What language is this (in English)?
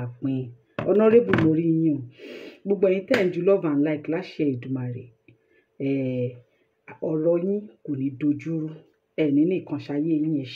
Yoruba